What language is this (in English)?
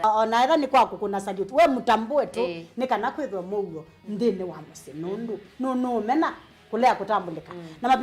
Kamba